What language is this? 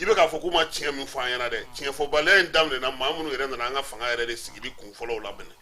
Bambara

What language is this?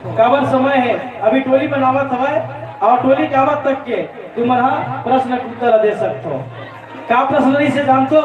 Chhattisgarhi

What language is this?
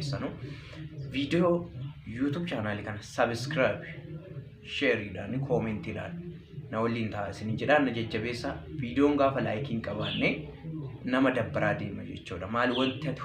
Oromo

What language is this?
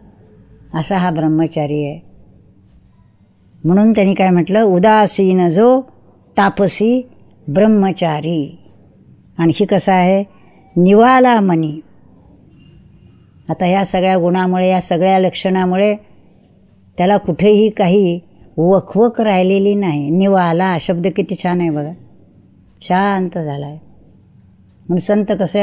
Marathi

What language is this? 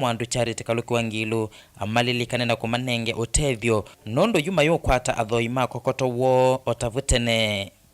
Kamba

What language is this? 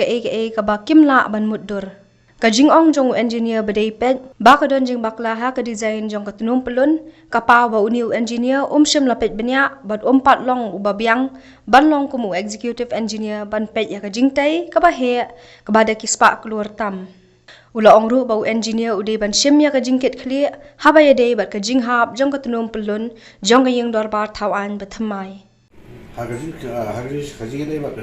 Khasi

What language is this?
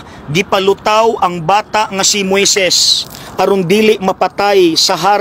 Cebuano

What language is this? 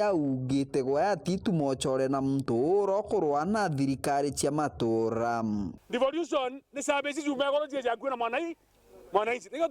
Meru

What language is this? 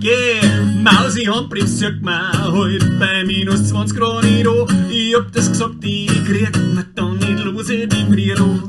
Bavarian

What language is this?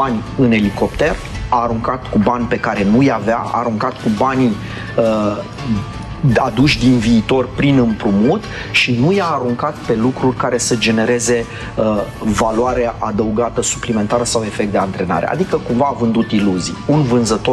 Romanian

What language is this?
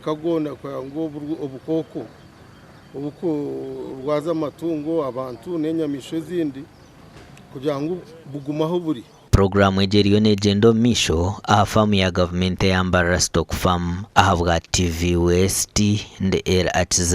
Nyankole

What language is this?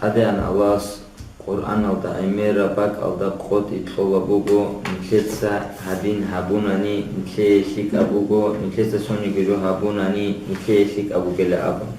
Avaric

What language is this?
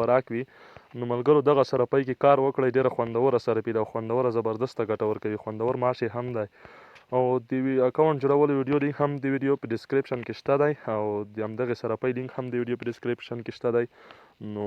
Pashto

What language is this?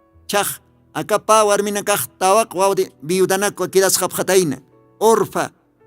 Aymara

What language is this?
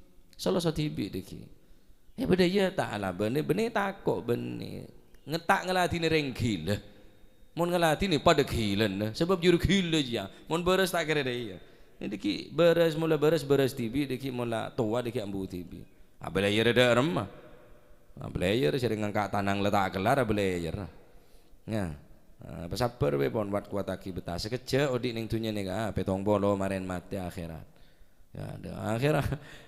Madurese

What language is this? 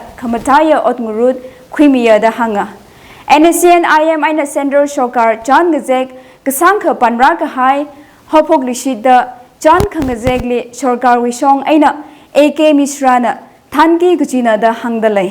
Tangkhul Naga (India)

